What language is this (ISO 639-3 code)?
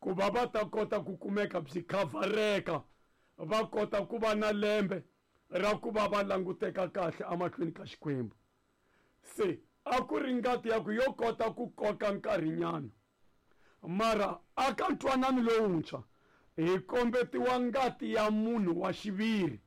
tso